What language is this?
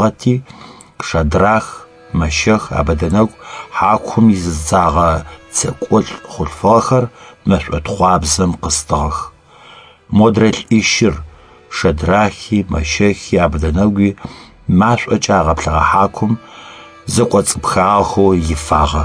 Adyghe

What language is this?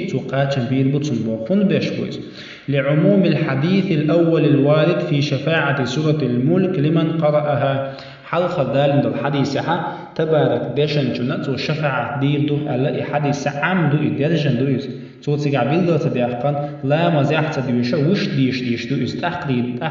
Chechen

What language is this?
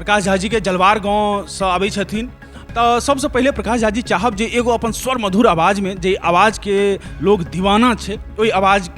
Maithili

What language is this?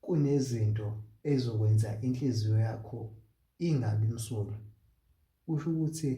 Zulu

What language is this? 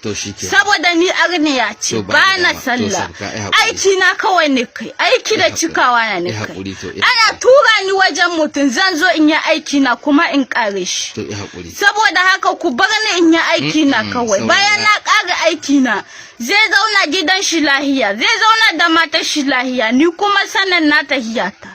Hausa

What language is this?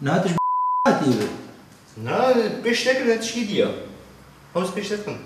Kurdish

